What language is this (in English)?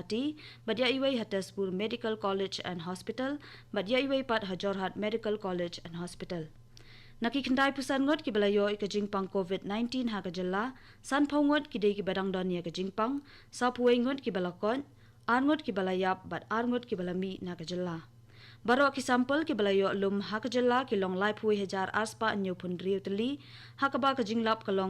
Khasi